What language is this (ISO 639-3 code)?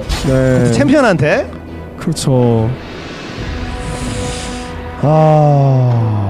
kor